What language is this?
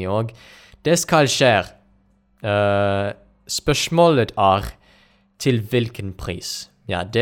Norwegian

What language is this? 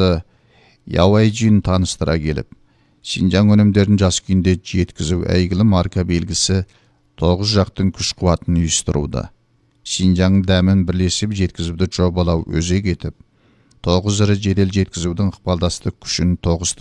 Kazakh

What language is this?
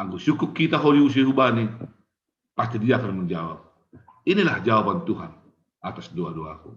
Batak Simalungun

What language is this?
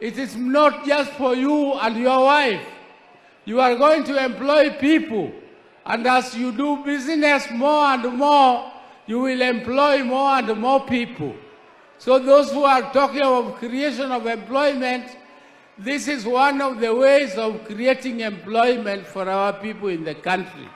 Luo (Kenya and Tanzania)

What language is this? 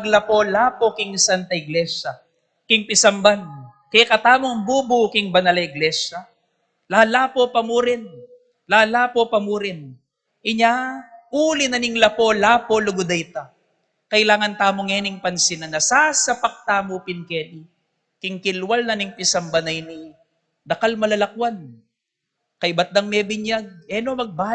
Pampanga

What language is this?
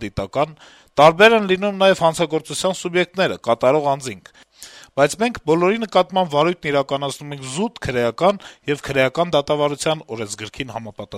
Armenian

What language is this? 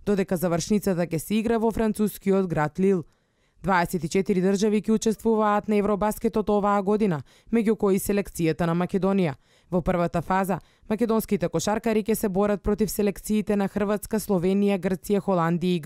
Macedonian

